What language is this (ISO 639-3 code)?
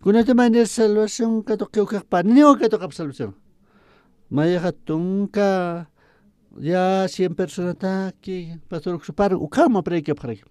aym